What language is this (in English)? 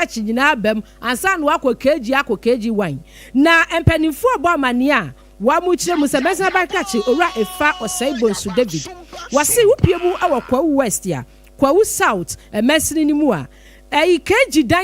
Akan